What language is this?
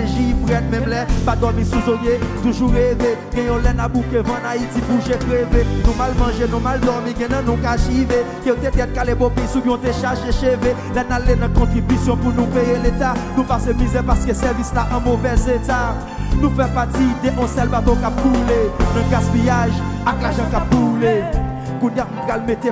French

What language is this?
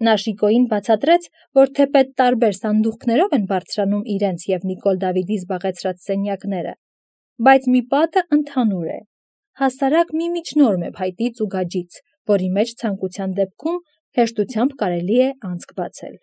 Armenian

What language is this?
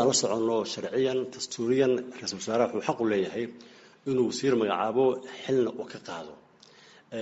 Somali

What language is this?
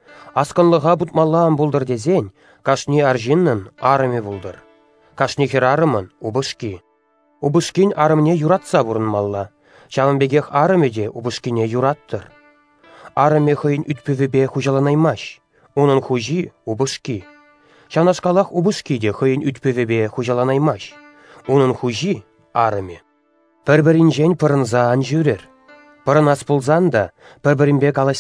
Chuvash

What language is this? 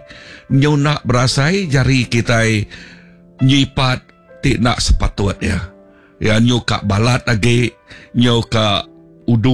Iban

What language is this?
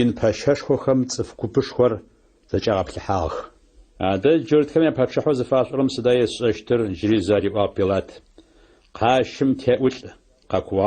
Adyghe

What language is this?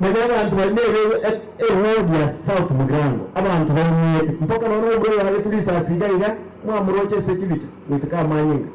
Gusii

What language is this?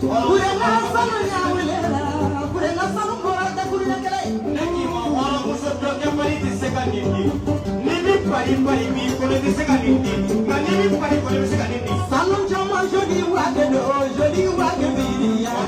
Bambara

